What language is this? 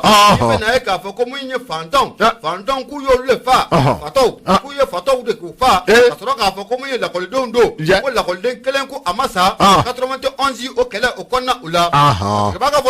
Bambara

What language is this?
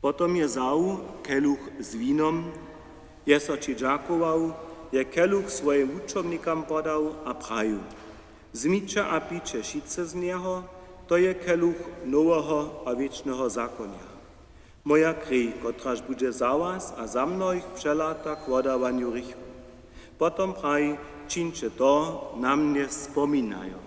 Upper Sorbian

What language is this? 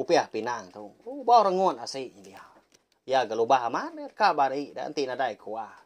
Iban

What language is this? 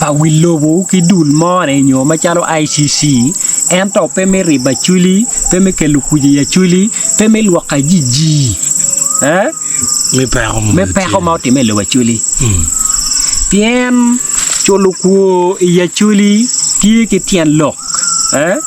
Acoli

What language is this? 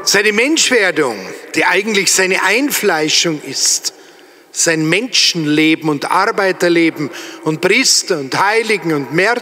German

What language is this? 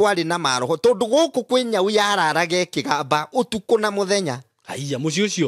Kikuyu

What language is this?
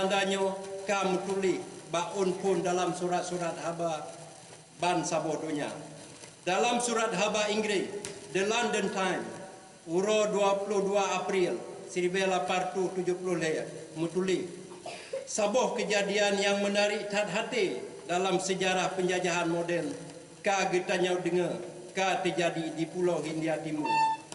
Achinese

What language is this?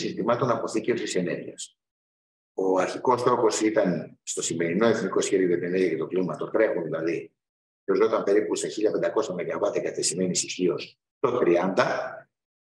Greek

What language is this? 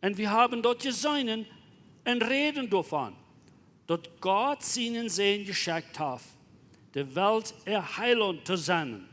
Plautdietsch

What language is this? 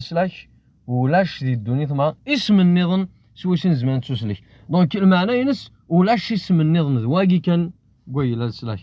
Kabyle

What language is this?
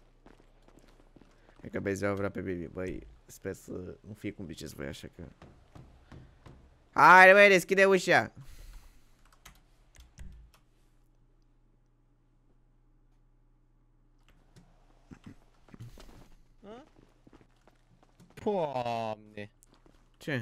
Romanian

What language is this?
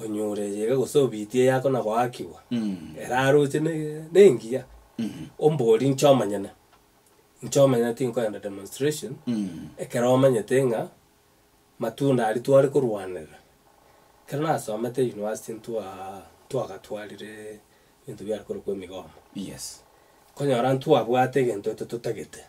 Gusii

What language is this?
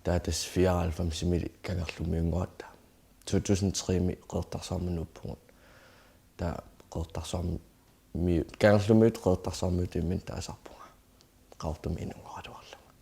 Kalaallisut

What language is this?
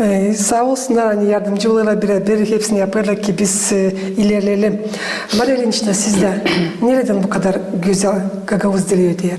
Gagauz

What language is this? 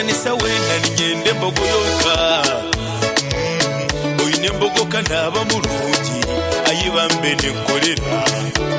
Nyankole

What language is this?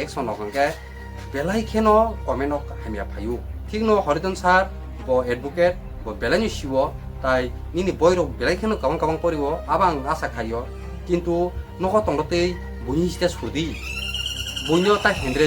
Kok Borok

